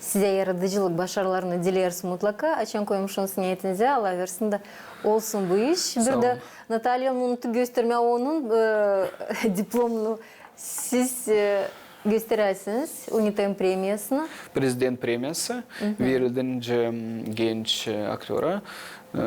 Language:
Gagauz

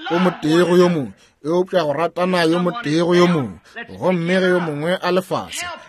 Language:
Northern Sotho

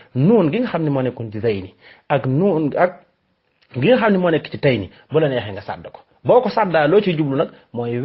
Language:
Wolof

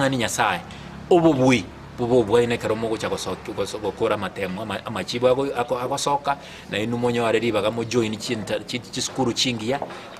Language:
Gusii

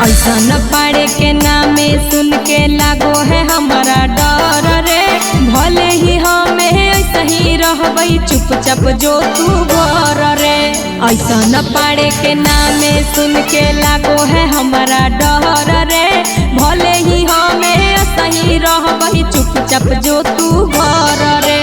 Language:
Magahi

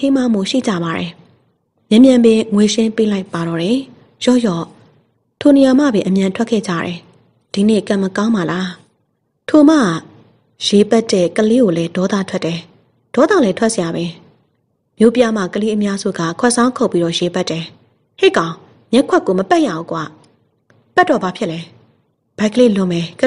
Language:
Burmese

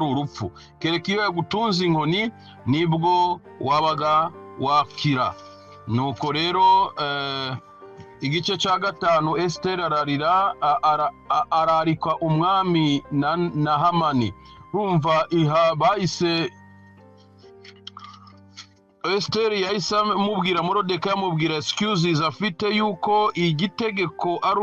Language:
Kinyarwanda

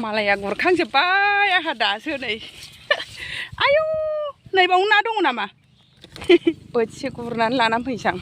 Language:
Bodo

